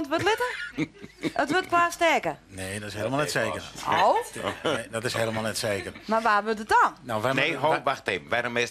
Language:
Western Frisian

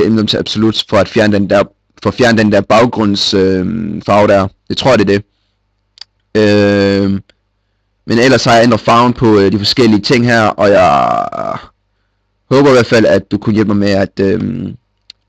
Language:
Danish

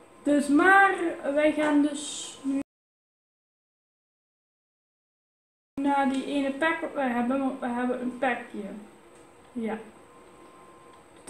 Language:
Dutch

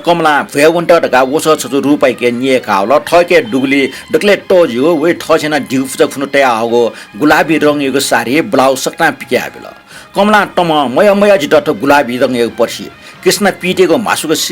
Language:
Newari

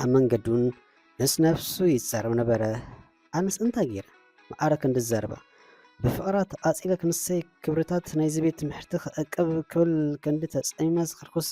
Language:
Tigrinya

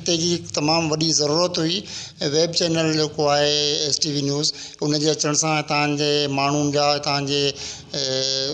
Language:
Sindhi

